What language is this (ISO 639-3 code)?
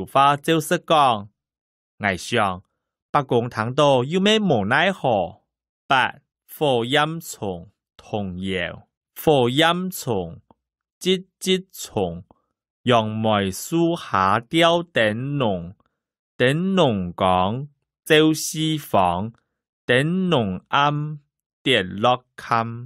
hak